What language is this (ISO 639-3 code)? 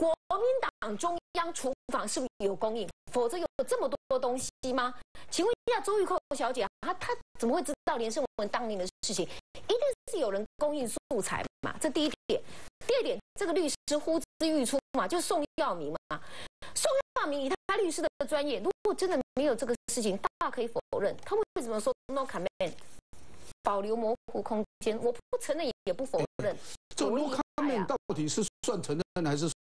zho